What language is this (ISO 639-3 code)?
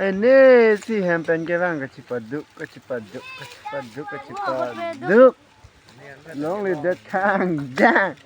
mjw